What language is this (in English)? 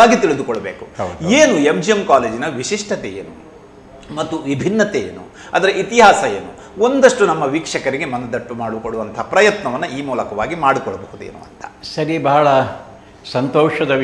Kannada